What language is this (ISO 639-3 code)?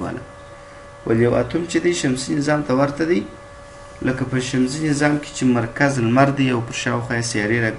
pus